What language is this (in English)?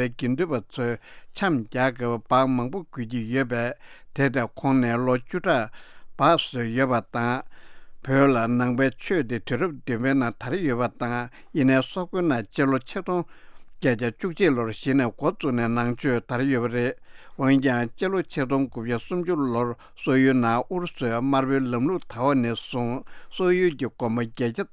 Tibetan